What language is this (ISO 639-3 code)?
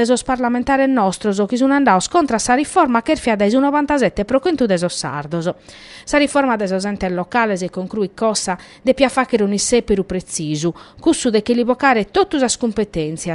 srd